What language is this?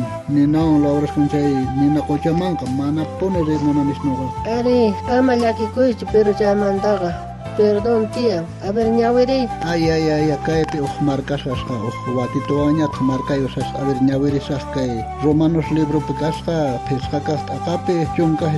South Bolivian Quechua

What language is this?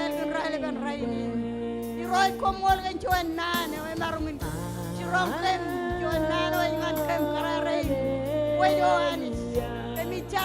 Marshallese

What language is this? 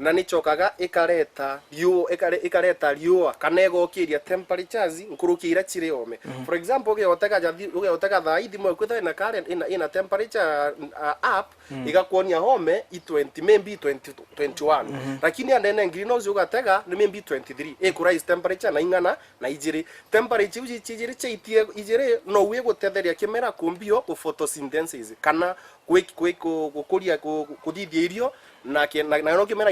Meru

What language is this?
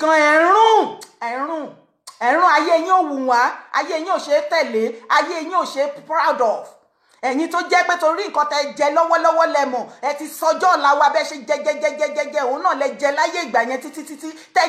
Yoruba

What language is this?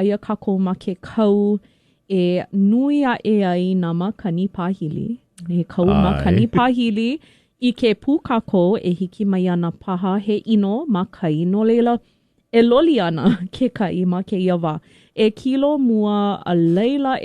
Hawaiian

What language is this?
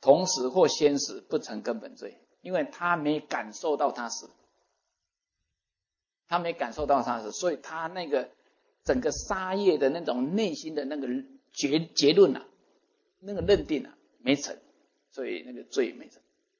Chinese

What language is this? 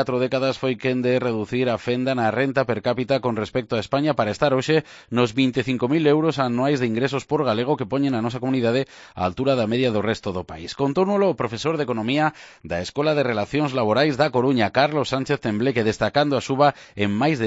Galician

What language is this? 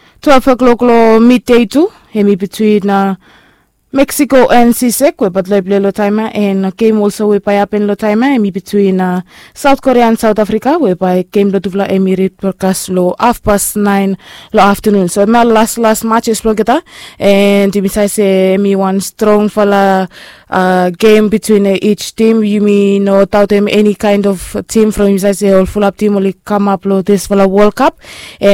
Bislama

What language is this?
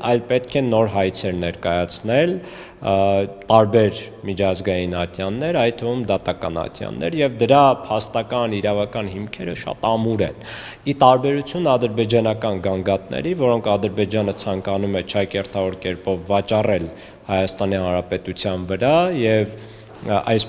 Armenian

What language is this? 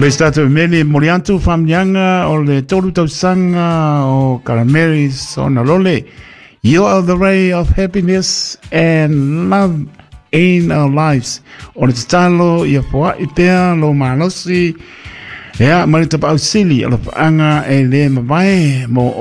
Samoan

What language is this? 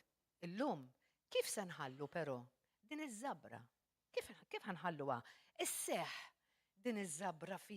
Maltese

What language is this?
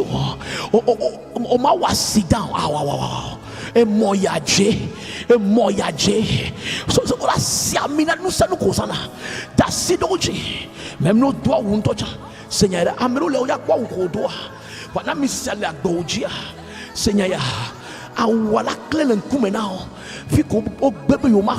Ewe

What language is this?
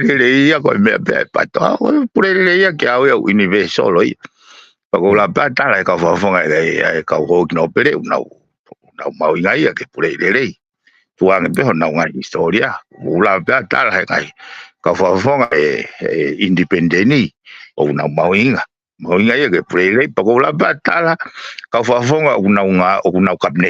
Tongan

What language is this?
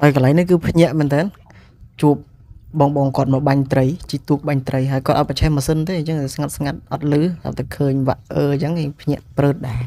Khmer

